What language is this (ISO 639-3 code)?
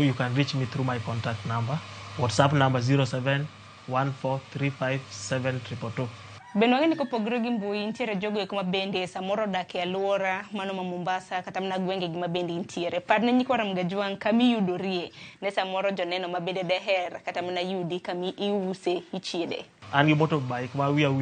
luo